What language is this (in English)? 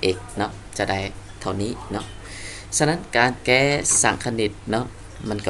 Lao